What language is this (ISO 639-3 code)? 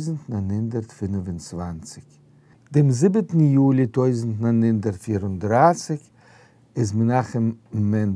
yid